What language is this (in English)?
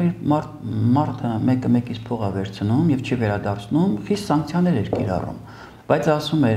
Armenian